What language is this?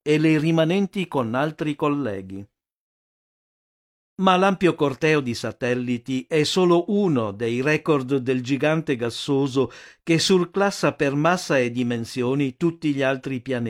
Italian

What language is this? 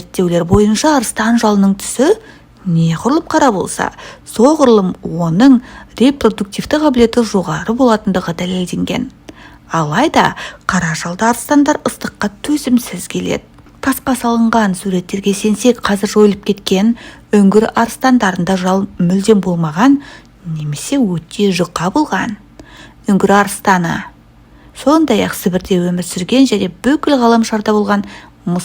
Kazakh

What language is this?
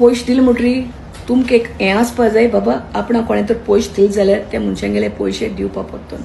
Konkani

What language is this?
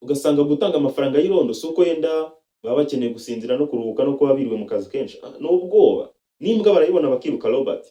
Kinyarwanda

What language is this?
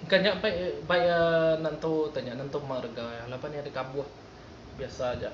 Iban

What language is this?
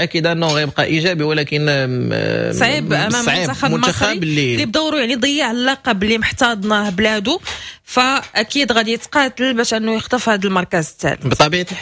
Moroccan Arabic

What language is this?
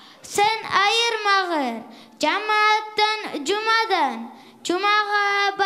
Kumyk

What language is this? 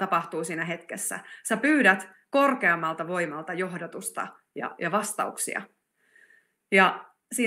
Finnish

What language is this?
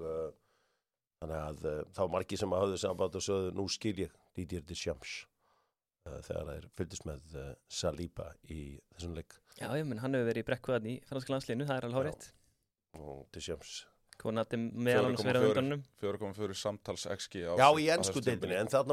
Icelandic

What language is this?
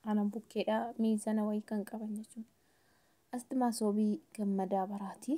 Oromo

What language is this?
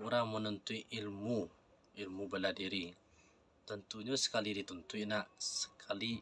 Minangkabau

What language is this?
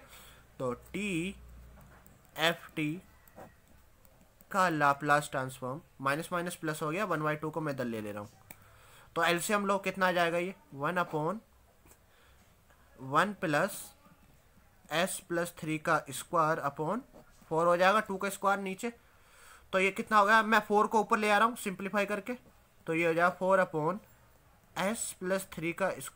Hindi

